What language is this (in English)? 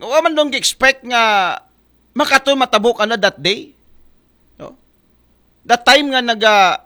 Aklanon